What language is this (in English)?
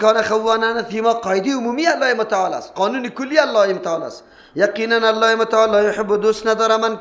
Persian